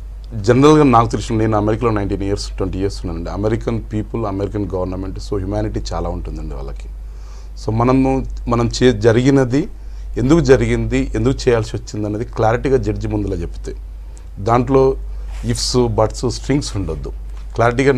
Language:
Telugu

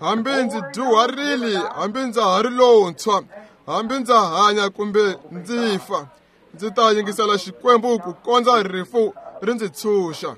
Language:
Tsonga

